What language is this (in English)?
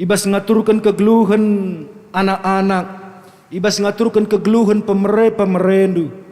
Batak Karo